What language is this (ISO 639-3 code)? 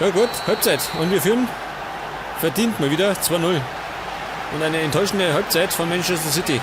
bar